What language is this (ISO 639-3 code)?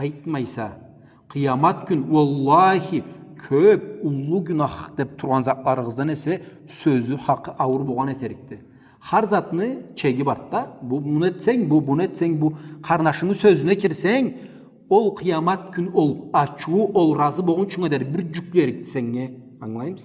krc